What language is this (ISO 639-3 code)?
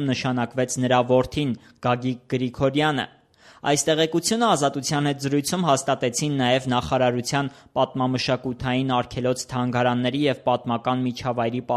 hye